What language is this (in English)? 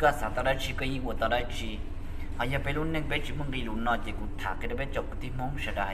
Hmong